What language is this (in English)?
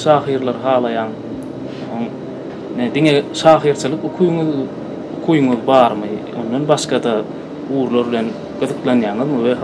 Turkmen